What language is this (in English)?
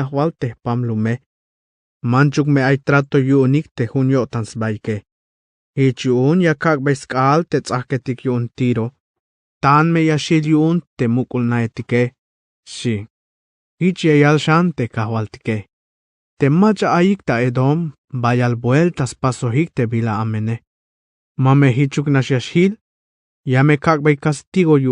Tzeltal